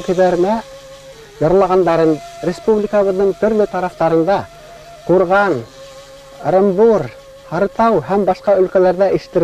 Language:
Bashkir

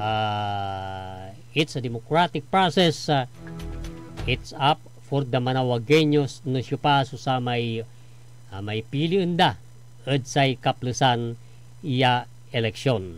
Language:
Pangasinan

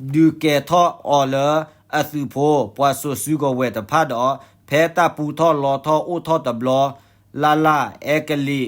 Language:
S'gaw Karen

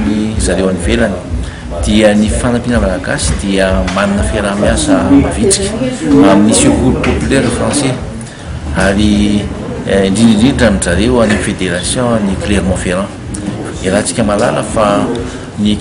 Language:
Malagasy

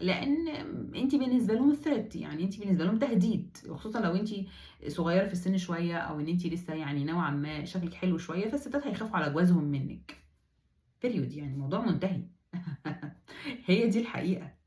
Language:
Egyptian Arabic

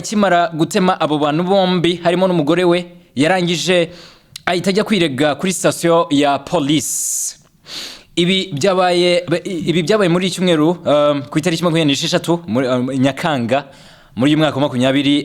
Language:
Kinyarwanda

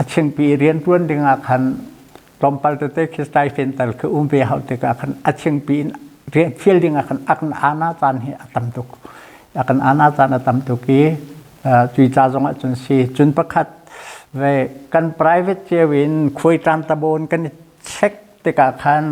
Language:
Hakha Chin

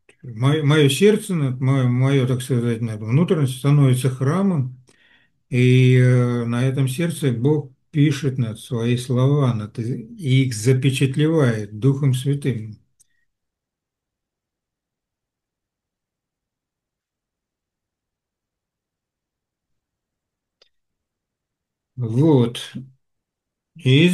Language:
Russian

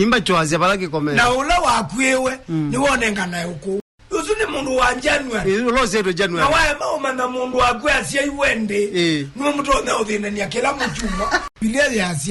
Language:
Kamba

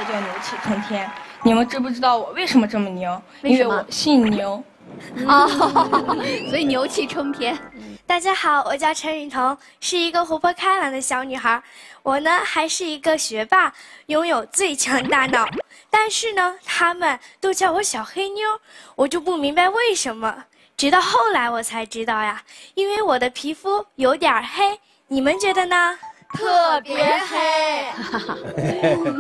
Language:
Chinese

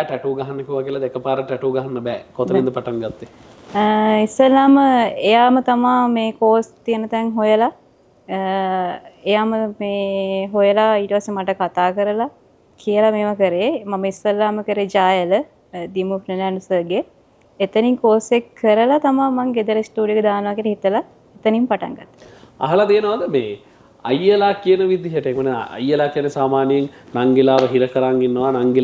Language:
Sinhala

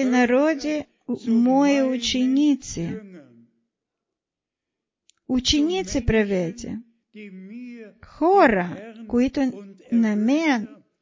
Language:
Bulgarian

